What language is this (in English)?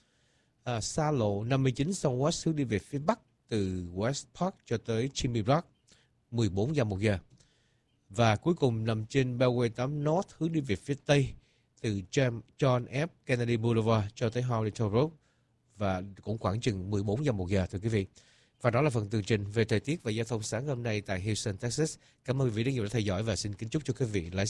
Vietnamese